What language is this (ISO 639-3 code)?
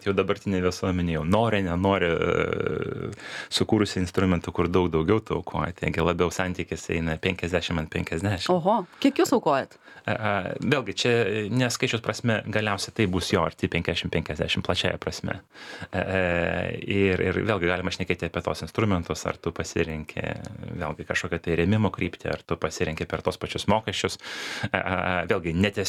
lit